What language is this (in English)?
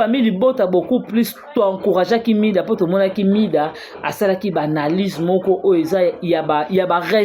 Lingala